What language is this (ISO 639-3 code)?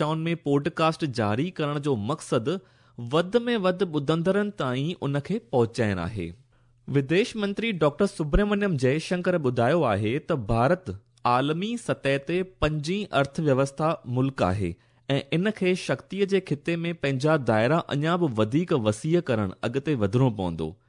snd